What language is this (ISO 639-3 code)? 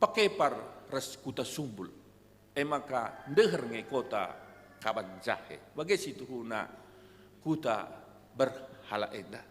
btx